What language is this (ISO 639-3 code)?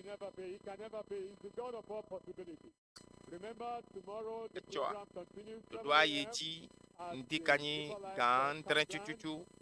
ewe